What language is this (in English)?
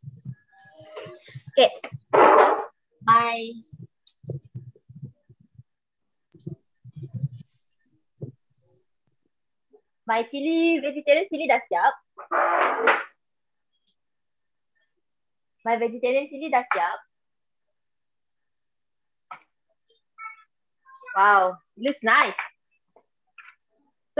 Malay